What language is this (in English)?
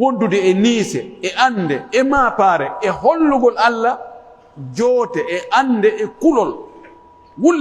Pular